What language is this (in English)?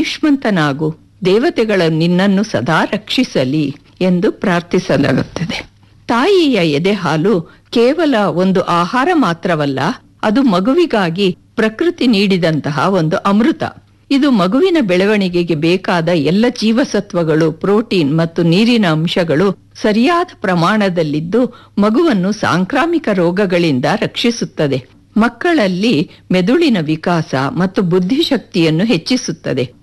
Kannada